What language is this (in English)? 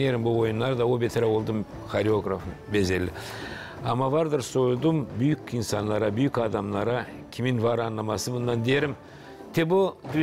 Gagauz